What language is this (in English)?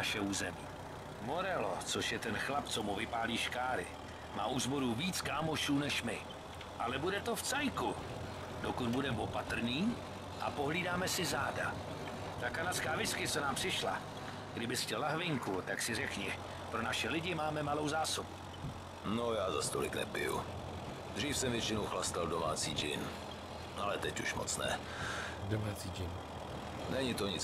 Czech